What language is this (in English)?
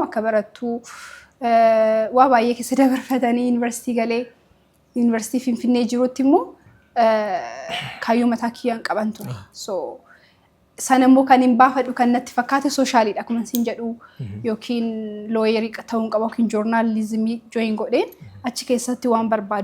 Oromo